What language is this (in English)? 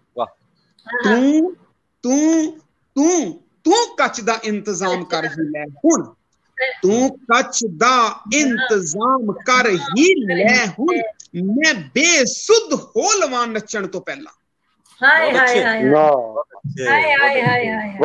Punjabi